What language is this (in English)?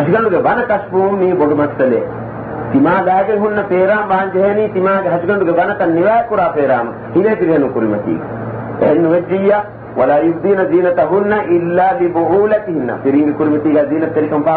Divehi